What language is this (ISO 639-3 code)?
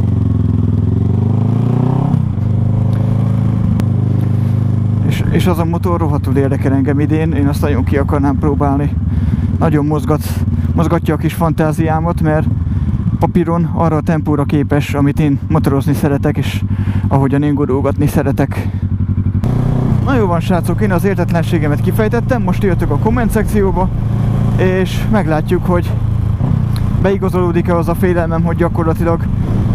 hun